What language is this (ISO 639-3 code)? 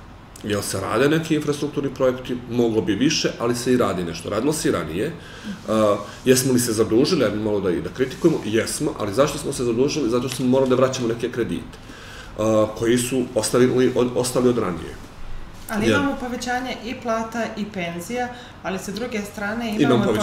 srp